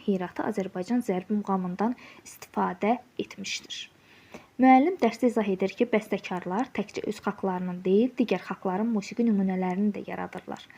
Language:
Azerbaijani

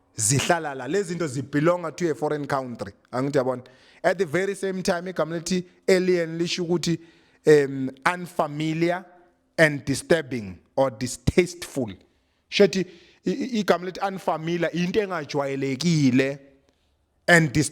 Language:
Zulu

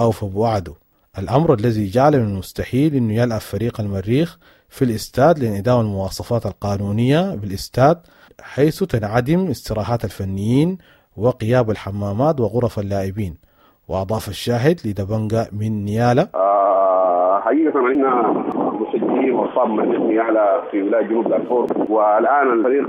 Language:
Sudanese Arabic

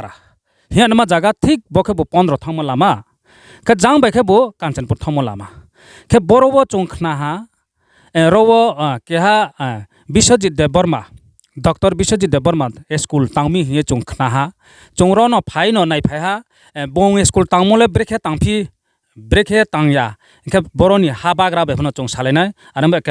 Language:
Riang (India)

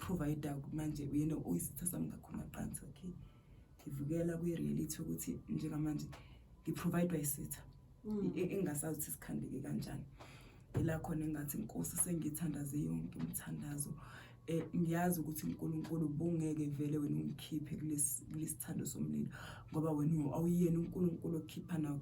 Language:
Zulu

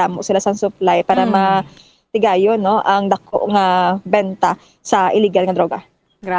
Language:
Hiligaynon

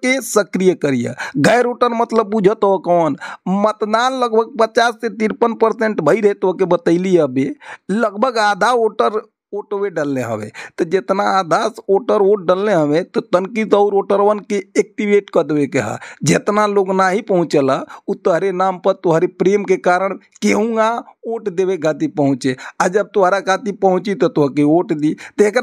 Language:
Bhojpuri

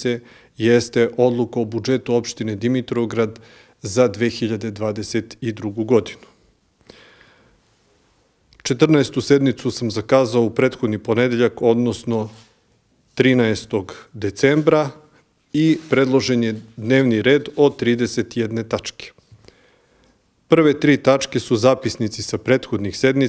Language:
Serbian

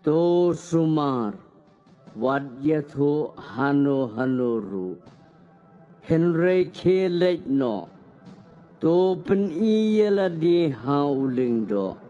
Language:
Khasi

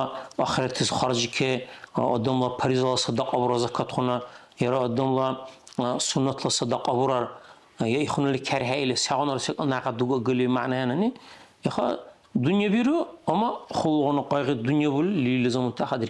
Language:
Dargwa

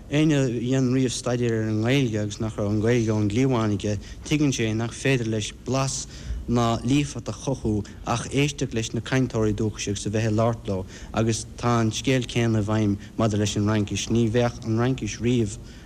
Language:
Irish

